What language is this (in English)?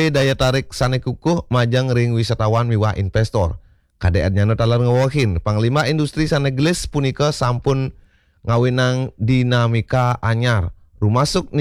Balinese